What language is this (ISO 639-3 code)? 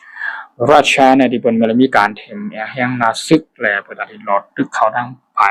shn